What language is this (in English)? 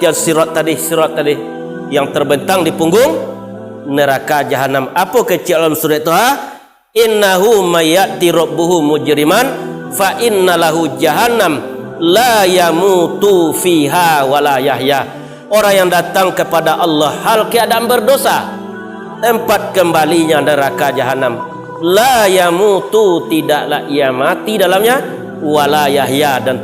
Minangkabau